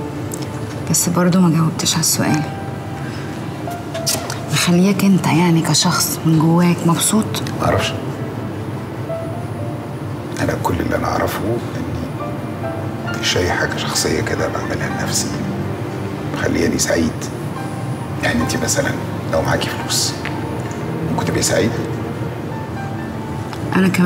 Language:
Egyptian Arabic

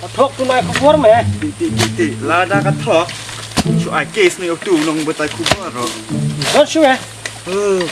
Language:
Khasi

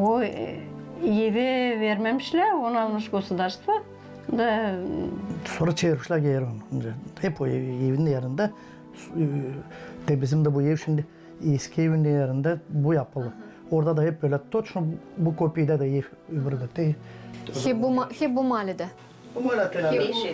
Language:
Gagauz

